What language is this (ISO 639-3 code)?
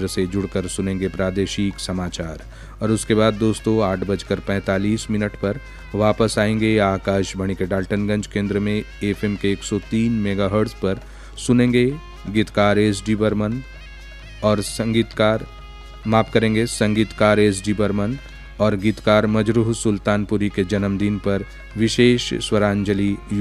hin